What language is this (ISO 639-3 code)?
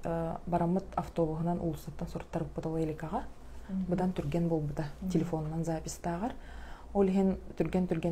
sah